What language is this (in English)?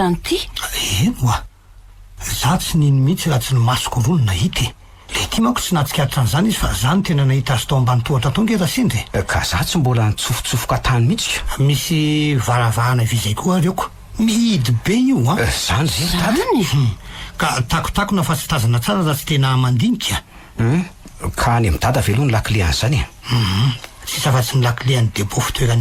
Malagasy